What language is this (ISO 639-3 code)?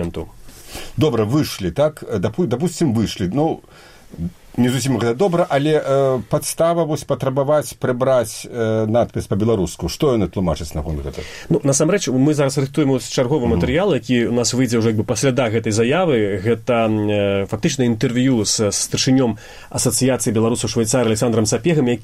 bel